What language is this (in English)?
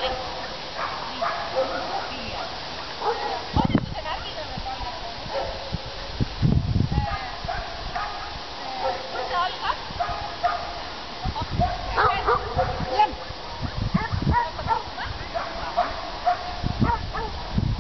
Estonian